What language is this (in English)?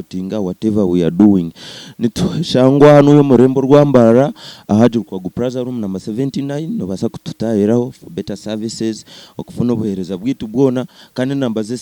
Nyankole